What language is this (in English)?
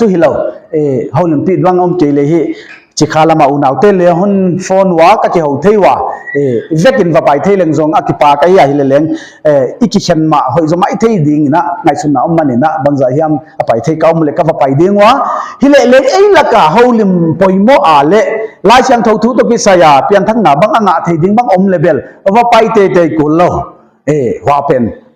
Paite Chin